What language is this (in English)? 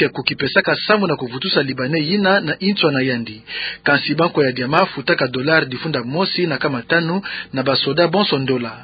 Kituba (Democratic Republic of Congo)